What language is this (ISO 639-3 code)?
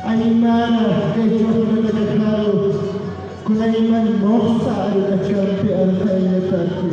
aym